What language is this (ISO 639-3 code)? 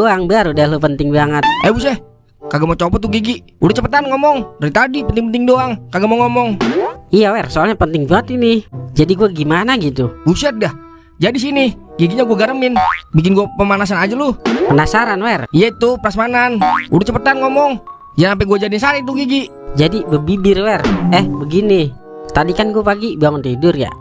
bew